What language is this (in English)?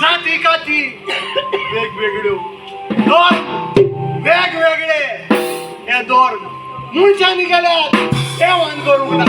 Konkani